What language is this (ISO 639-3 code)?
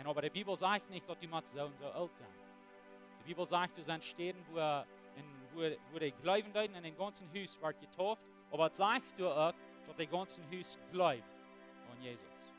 pdt